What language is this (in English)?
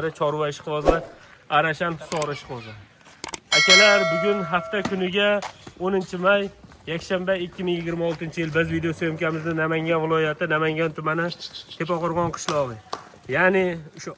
Uzbek